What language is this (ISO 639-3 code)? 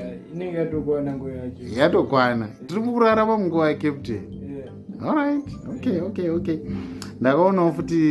sna